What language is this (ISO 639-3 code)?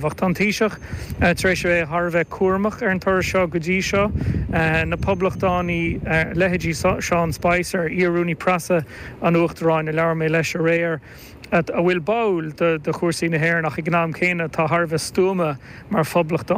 gle